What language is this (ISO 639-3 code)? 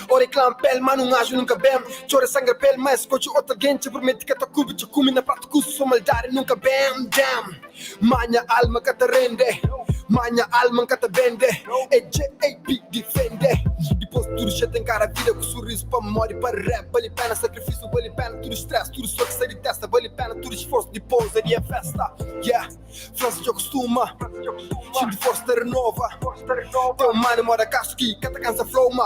kea